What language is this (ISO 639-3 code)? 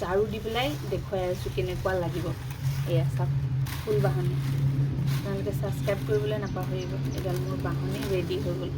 asm